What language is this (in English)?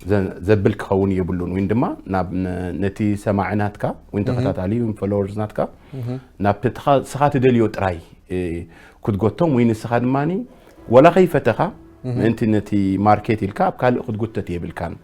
Tigrinya